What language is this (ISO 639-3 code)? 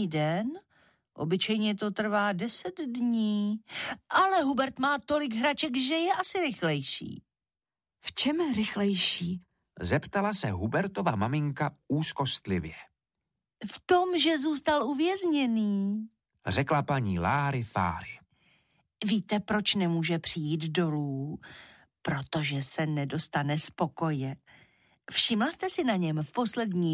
ces